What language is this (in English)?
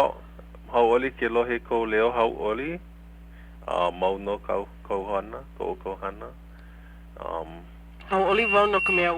Hawaiian